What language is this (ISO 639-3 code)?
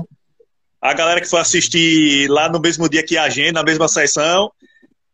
por